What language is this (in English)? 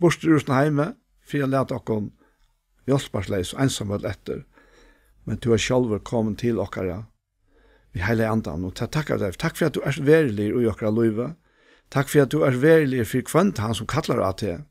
Faroese